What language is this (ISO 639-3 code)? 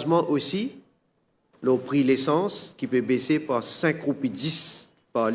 mfe